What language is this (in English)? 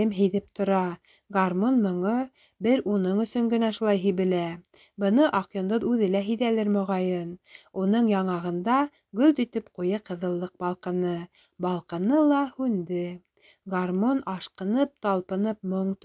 Bashkir